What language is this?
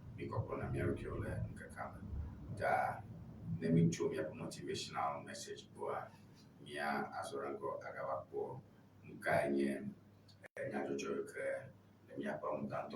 Ewe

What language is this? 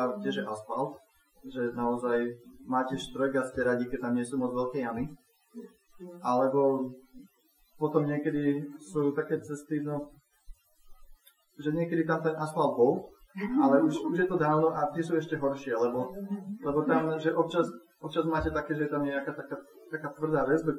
Slovak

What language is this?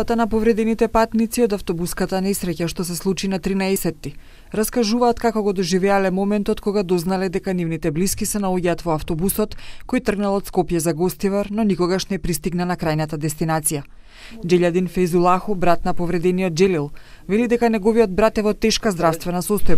Macedonian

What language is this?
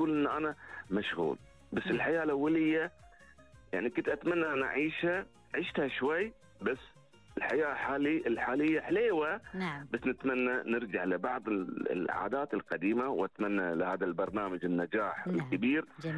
Gulf Arabic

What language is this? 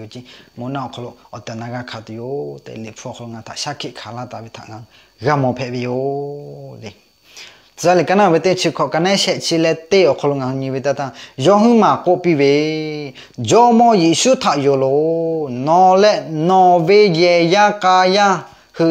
Lahu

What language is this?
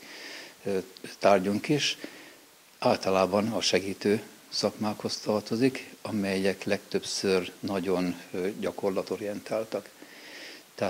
Hungarian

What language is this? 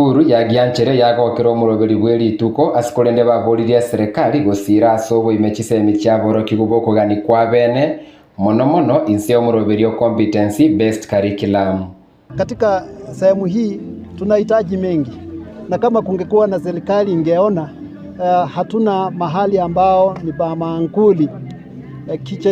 Gusii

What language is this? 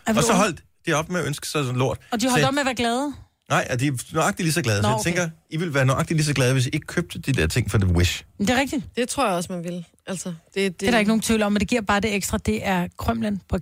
Danish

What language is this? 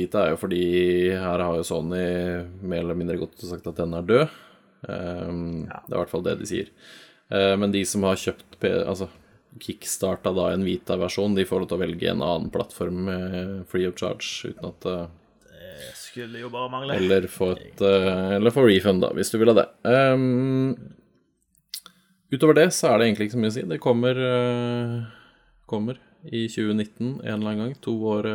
Norwegian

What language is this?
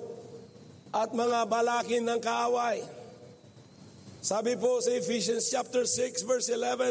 Filipino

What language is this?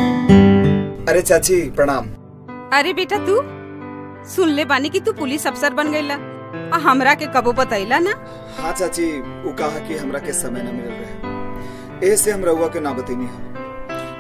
Bhojpuri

